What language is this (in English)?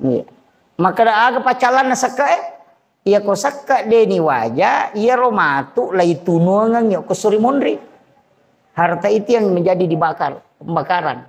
Buginese